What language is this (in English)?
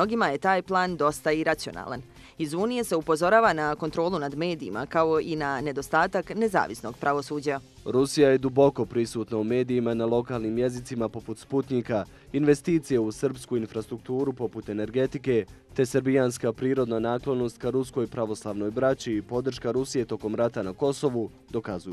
Bosnian